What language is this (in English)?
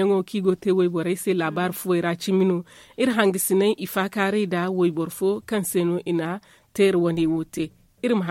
Zarma